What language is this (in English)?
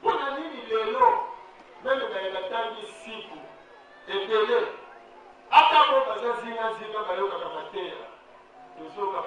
Lingala